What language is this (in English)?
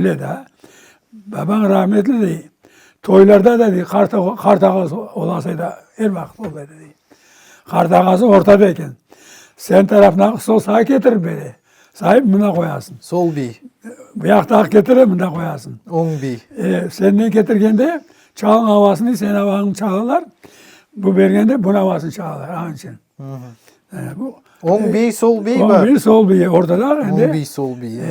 Crimean Tatar